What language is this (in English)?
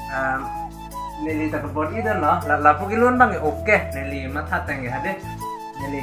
Karbi